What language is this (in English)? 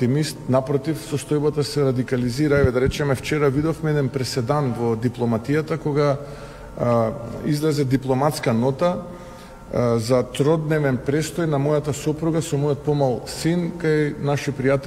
Macedonian